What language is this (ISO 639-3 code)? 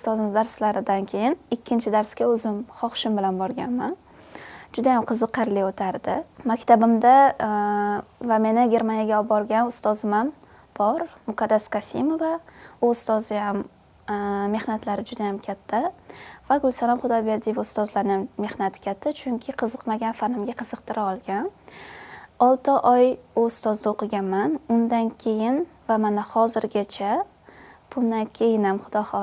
uzb